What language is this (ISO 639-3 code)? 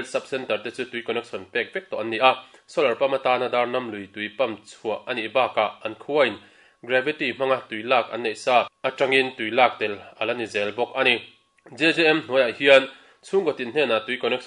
lus